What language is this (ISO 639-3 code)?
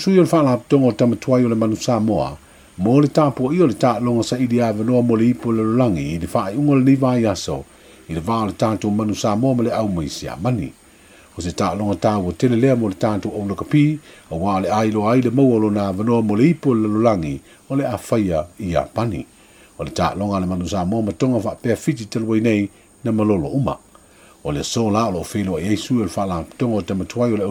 smo